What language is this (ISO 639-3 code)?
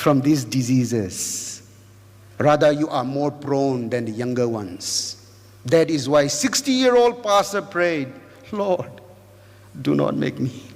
nbu